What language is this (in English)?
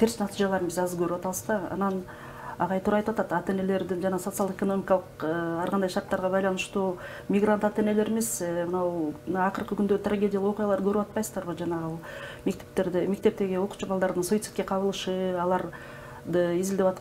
Kyrgyz